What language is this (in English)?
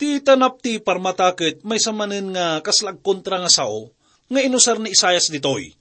Iloko